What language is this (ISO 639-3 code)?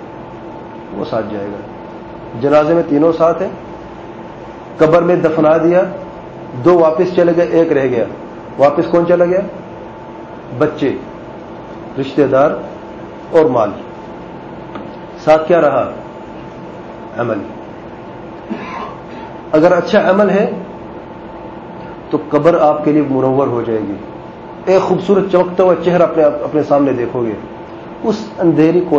urd